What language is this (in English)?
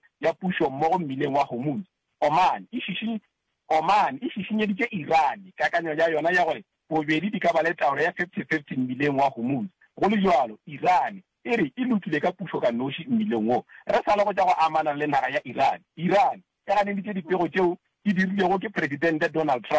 Northern Sotho